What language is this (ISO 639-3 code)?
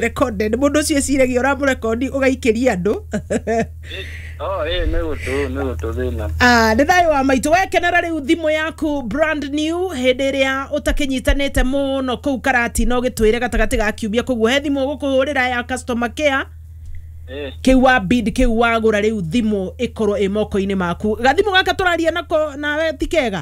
kik